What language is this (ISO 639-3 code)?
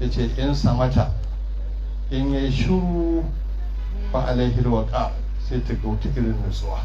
hau